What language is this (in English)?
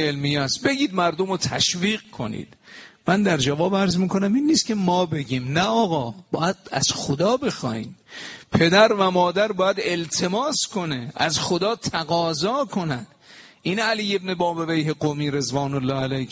Persian